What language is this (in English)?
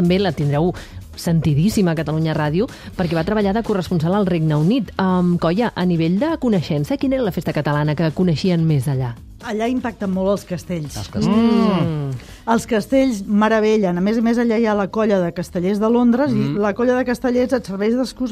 Catalan